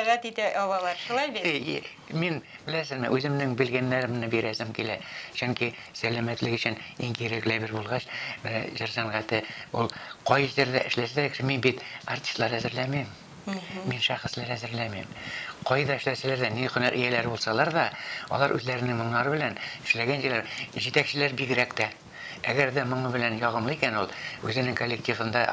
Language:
Tatar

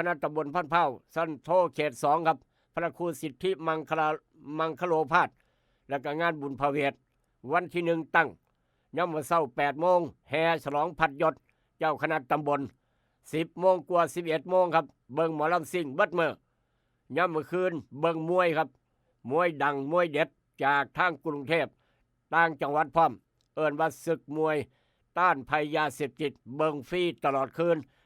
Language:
Northeastern Thai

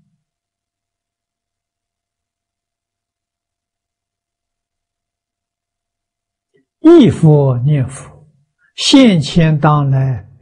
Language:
Chinese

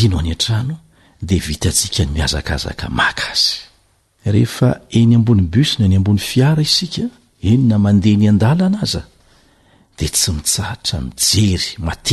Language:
Malagasy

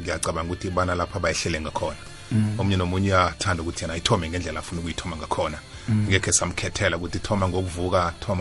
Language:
South Ndebele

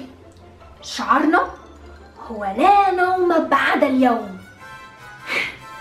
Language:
Egyptian Arabic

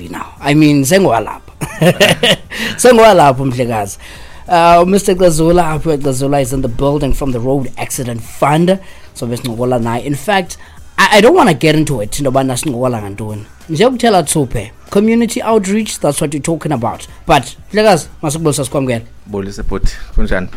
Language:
Xhosa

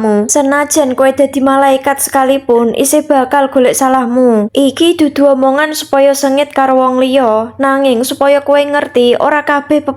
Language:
Javanese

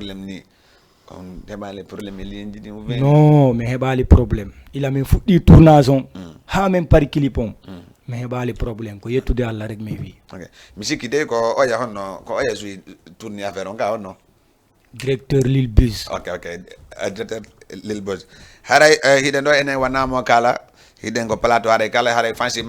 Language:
Fula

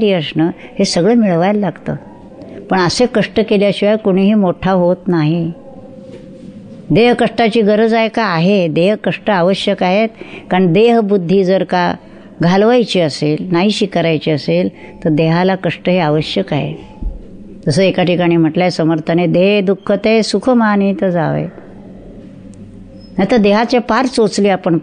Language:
Marathi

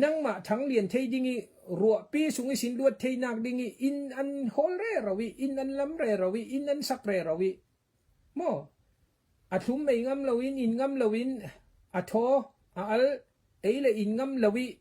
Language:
Falam Chin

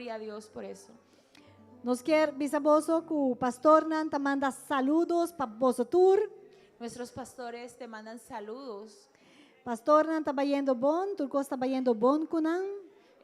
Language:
Papiamento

